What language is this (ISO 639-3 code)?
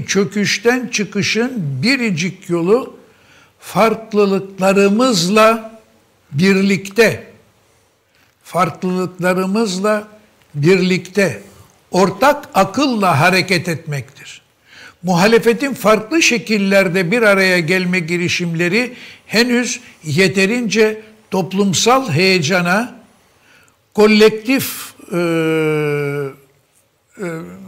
tur